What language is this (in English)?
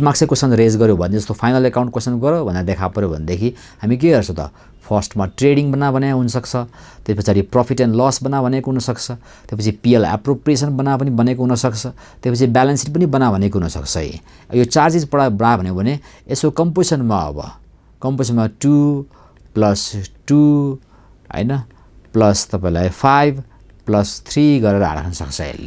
Nepali